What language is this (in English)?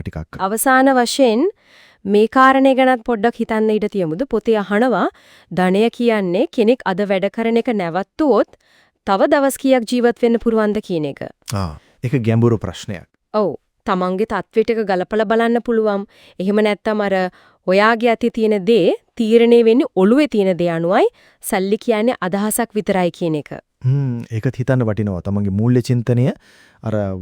Sinhala